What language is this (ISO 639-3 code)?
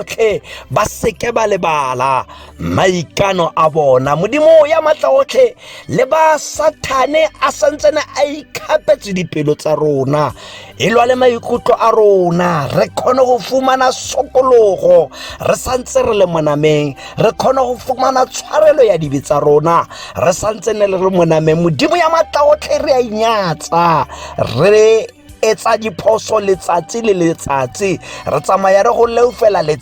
tsn